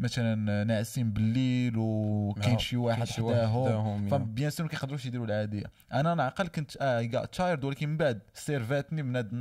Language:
Moroccan Arabic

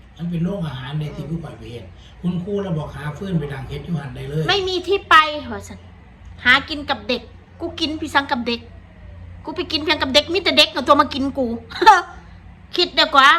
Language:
Northeastern Thai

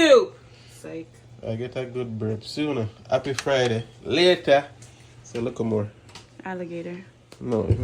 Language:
Jamaican Creole English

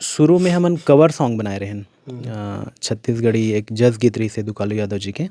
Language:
Chhattisgarhi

